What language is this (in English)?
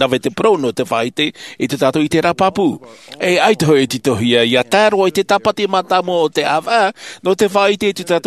Tahitian